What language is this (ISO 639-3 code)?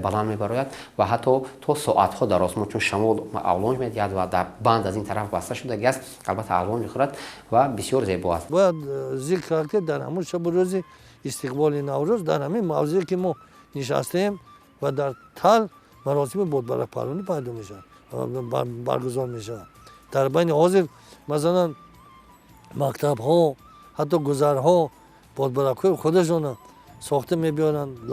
tgk